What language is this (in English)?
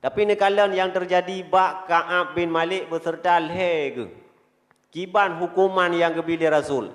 Achinese